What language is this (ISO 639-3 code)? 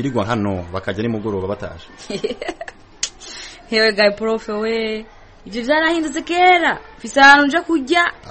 kin